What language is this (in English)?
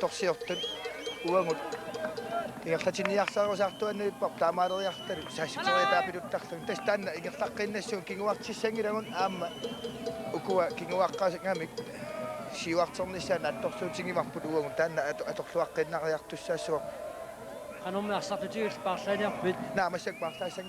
Kalaallisut